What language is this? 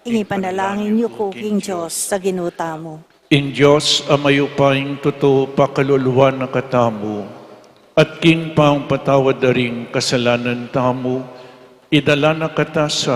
Pampanga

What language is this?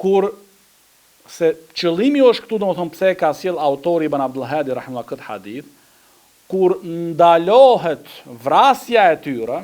Albanian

